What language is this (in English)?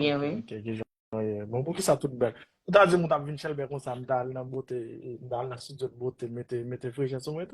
Haitian Creole